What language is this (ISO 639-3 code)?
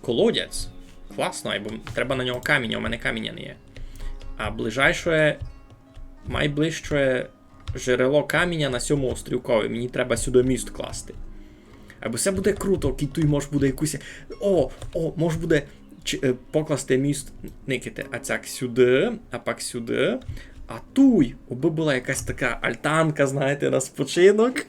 rue